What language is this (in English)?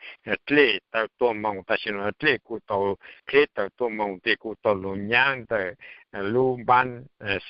Hmong